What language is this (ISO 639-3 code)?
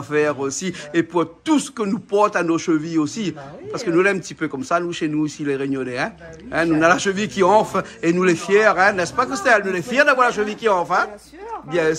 rcf